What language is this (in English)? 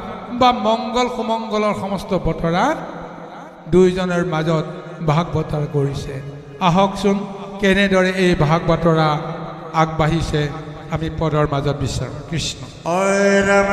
Assamese